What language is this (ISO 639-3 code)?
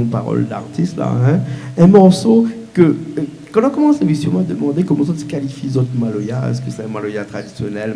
rcf